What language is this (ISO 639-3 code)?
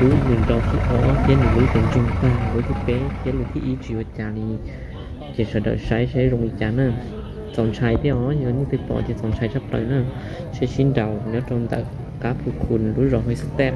hmn